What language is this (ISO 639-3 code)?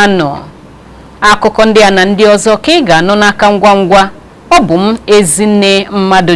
ibo